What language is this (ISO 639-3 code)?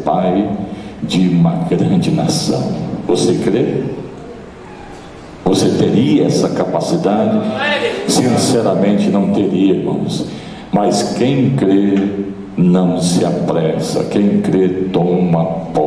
por